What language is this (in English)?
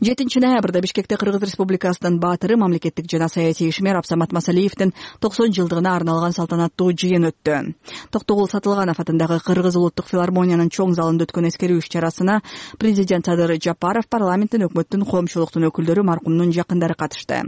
Kyrgyz